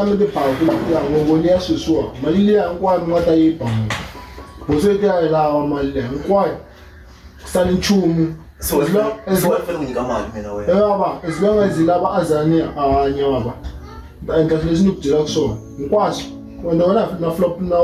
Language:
Tsonga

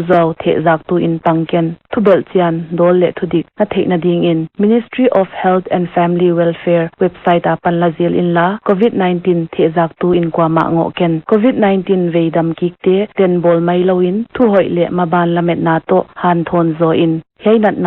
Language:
Paite Chin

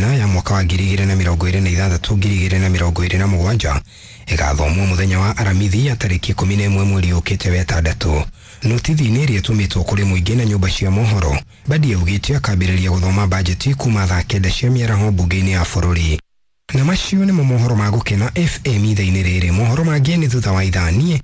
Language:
Kikuyu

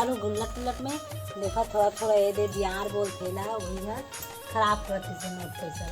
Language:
Chhattisgarhi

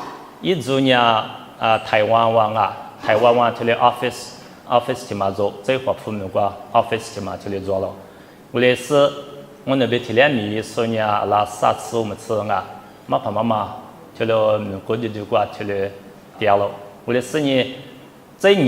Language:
Lisu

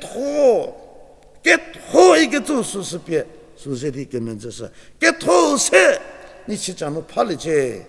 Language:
Angami Naga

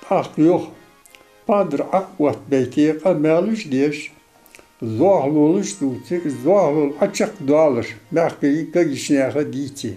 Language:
Ingush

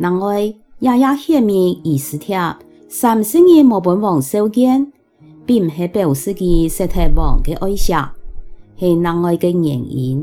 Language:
Hakka Chinese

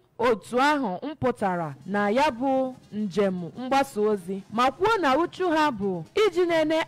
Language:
Igbo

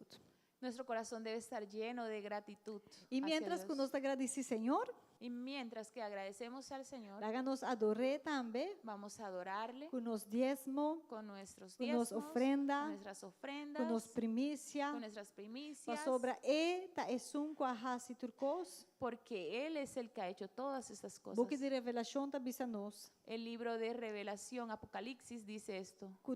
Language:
Papiamento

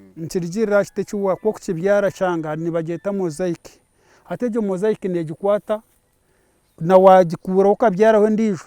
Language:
Nyankole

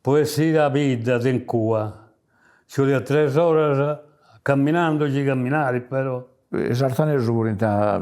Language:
Sardinian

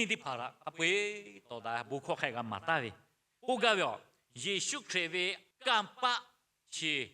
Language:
Lahu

